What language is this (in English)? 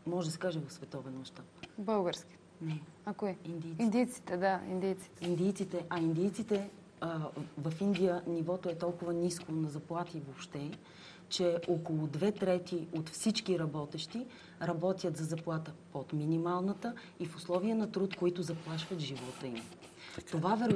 Bulgarian